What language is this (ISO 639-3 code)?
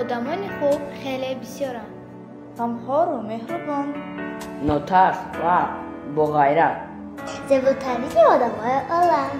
tgk